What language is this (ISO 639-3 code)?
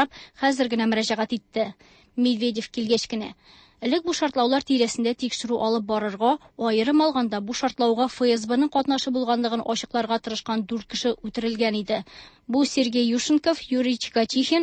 tat